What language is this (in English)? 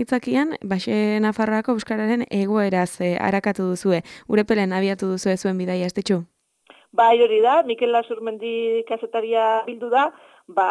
Basque